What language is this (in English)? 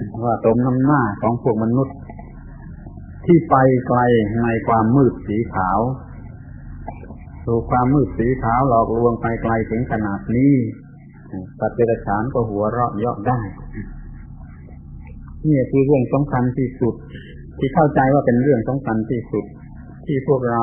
Thai